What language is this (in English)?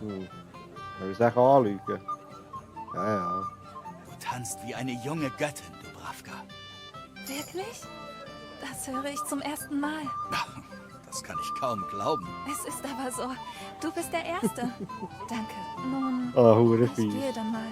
Swiss German